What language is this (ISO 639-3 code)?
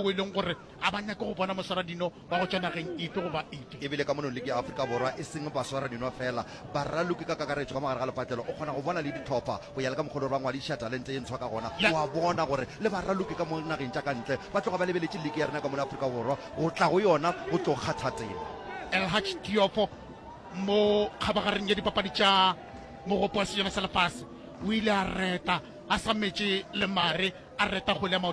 nso